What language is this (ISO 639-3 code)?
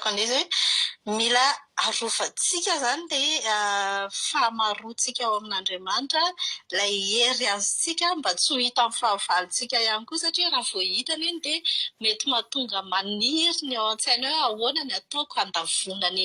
mlg